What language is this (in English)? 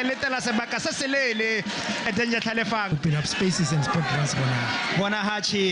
Tswana